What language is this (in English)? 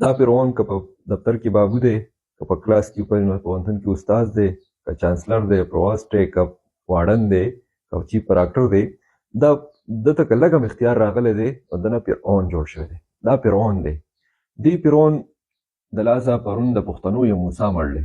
Pashto